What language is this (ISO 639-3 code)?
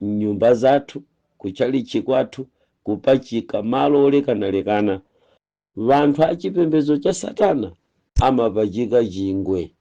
nya